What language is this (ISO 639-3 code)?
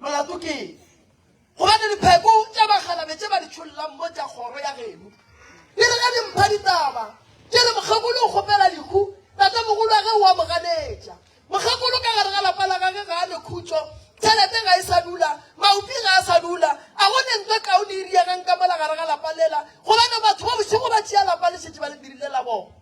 nso